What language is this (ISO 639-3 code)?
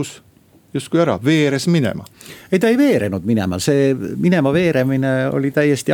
est